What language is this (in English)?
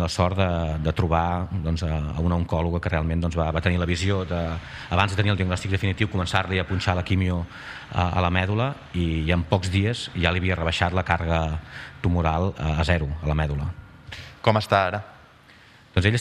Catalan